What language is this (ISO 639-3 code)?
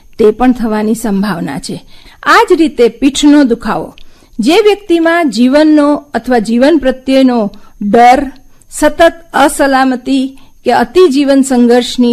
guj